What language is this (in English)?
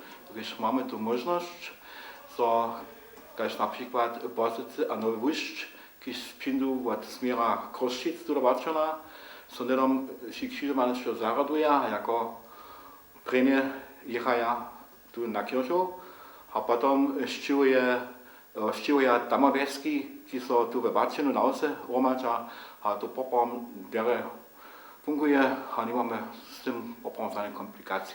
Upper Sorbian